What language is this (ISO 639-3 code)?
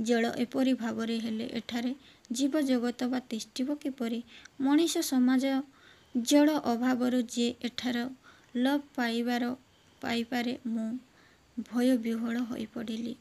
ori